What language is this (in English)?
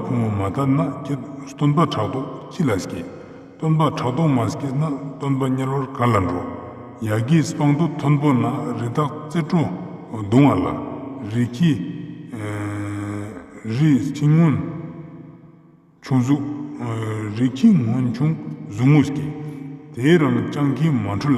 Ladakhi